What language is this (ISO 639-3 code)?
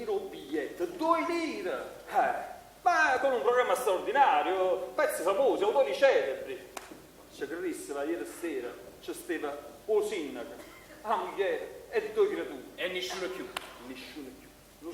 nap